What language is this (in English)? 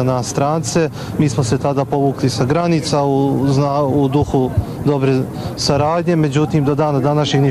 Bosnian